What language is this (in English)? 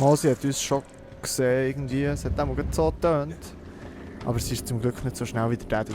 Swiss German